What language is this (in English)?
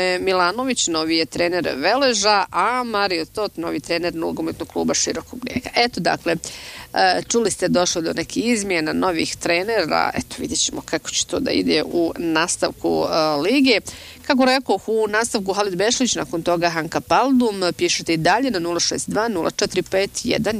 Bosnian